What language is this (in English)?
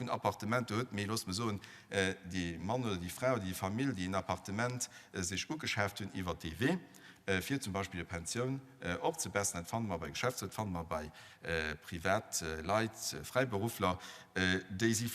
Luxembourgish